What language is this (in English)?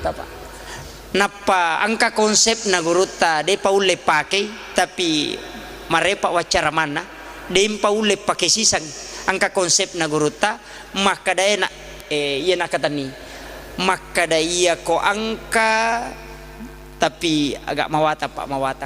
Buginese